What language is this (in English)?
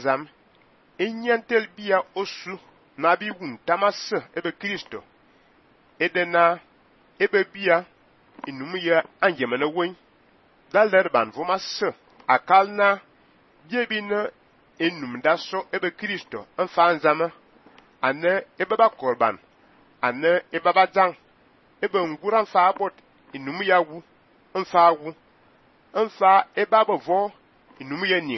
Fang